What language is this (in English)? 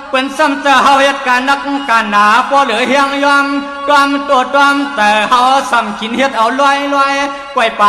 Shan